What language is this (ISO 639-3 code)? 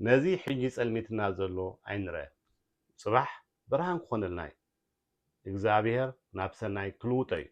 tir